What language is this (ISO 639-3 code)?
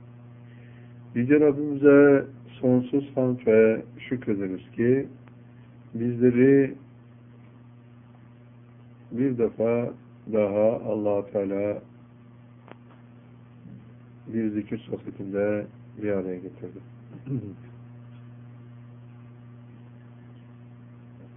tur